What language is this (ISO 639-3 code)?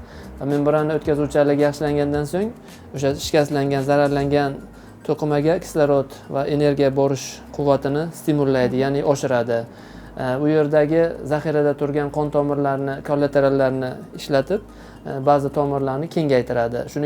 uzb